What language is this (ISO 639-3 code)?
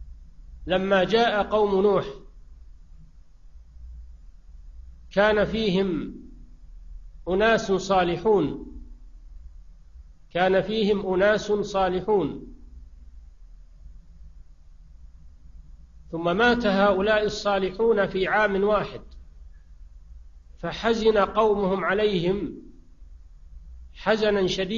ara